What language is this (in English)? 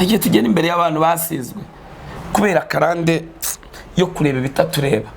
Kinyarwanda